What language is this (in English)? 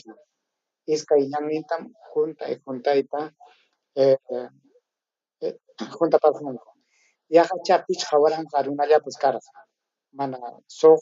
Ayacucho Quechua